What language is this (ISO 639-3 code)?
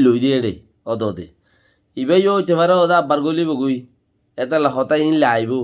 rhg